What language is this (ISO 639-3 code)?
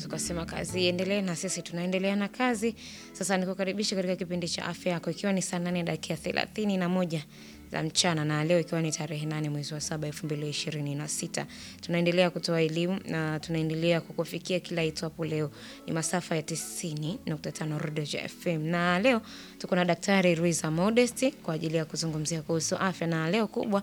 swa